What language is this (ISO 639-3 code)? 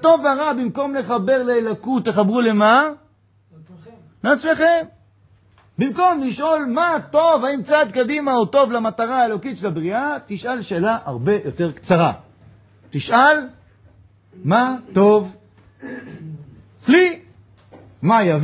heb